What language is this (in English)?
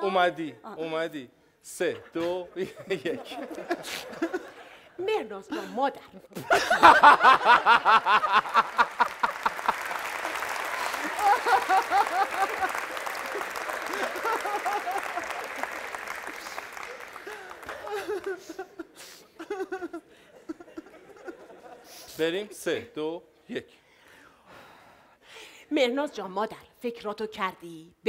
Persian